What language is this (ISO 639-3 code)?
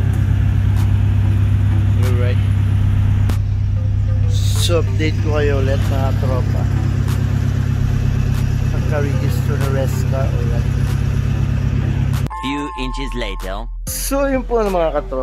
fil